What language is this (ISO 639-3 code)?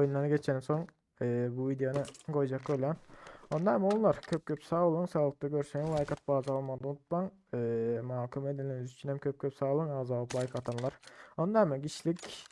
tuk